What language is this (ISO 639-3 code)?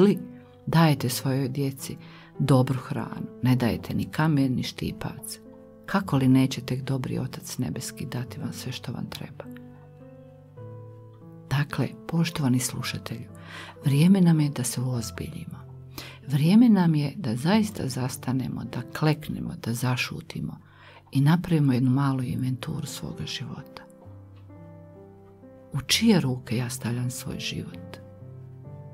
hrv